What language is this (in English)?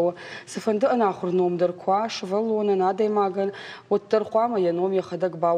Ossetic